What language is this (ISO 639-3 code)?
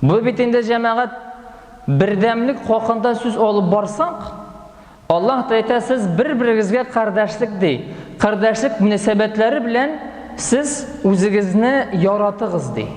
tat